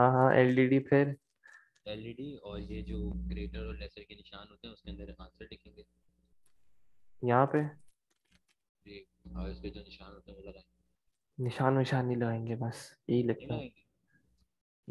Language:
Hindi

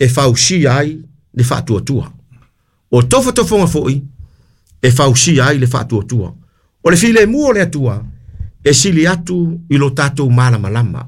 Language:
Samoan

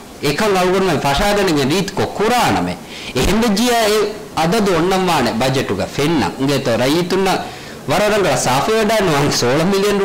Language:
Divehi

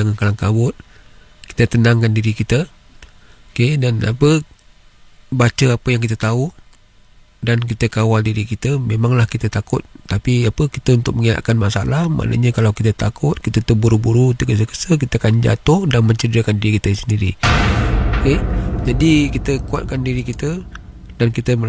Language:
Malay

